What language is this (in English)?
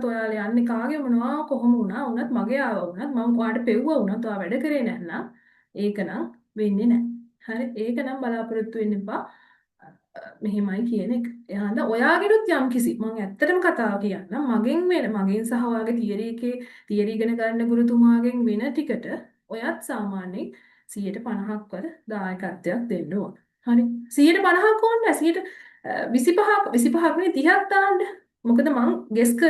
Sinhala